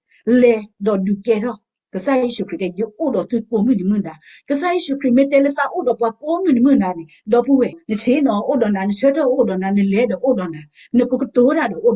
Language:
S'gaw Karen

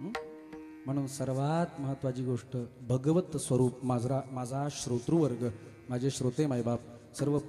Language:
Marathi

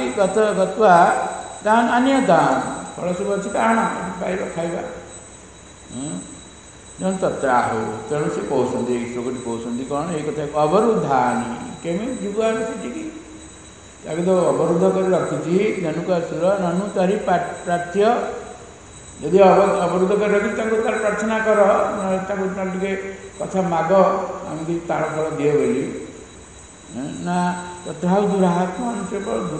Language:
Odia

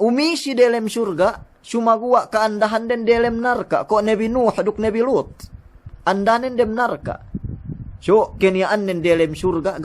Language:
Yakan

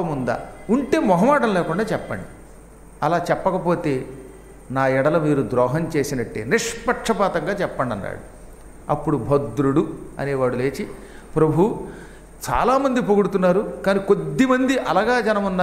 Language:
Telugu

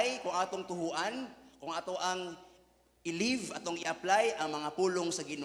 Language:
Cebuano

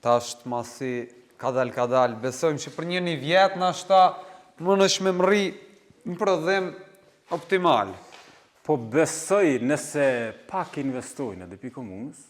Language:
Albanian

